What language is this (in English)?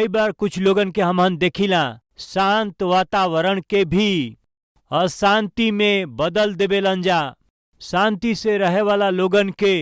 Bhojpuri